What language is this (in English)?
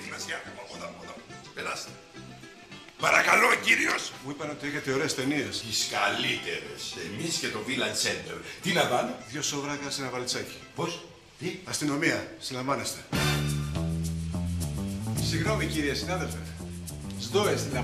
Greek